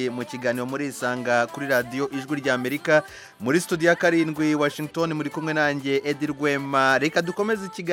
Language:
Kinyarwanda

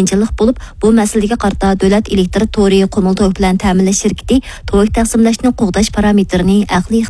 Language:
Uyghur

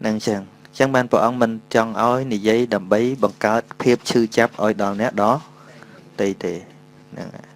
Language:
Khmer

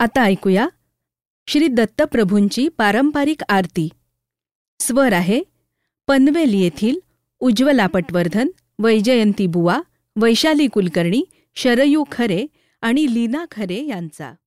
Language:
Marathi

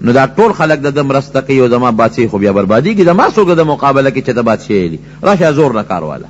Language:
Pashto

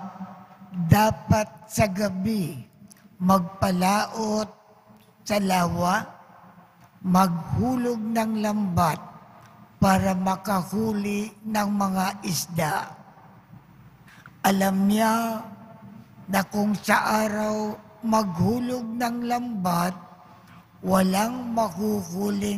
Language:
Filipino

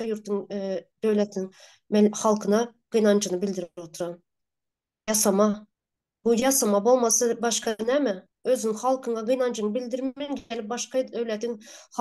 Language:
Turkmen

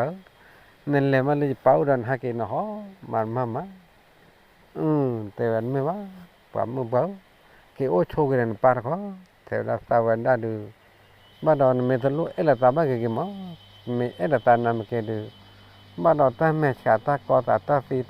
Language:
S'gaw Karen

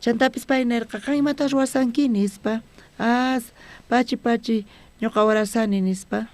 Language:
South Bolivian Quechua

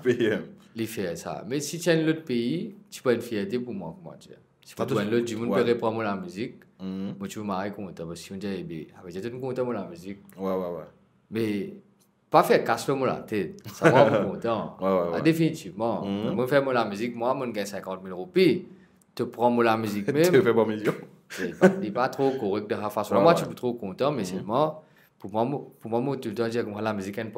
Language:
Morisyen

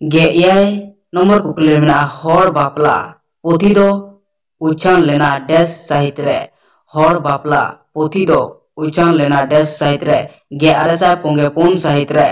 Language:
Santali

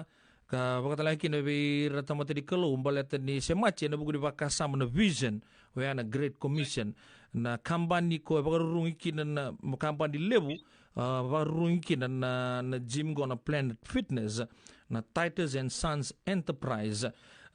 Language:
Fijian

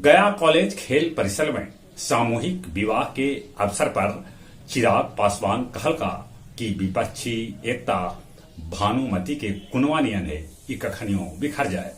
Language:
Magahi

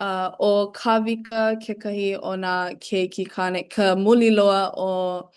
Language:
Hawaiian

